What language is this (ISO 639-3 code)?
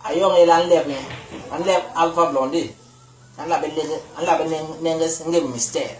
bas